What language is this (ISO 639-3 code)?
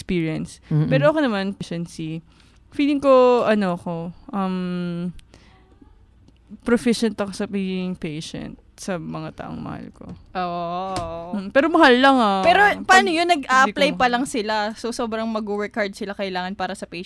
fil